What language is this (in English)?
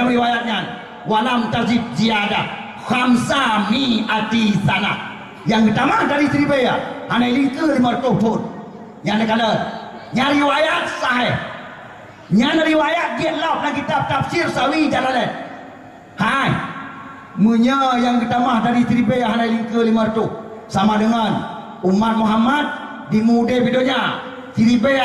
Achinese